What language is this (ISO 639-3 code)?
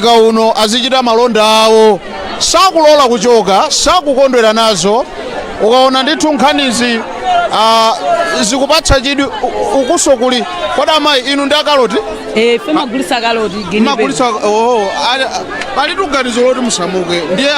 nya